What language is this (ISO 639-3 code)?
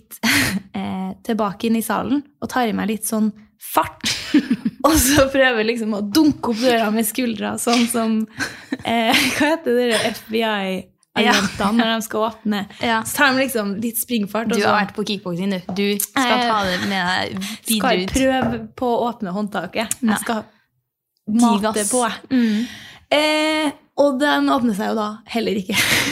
nor